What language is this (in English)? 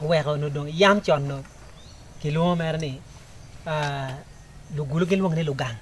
Acoli